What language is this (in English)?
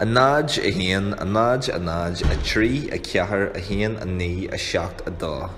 Irish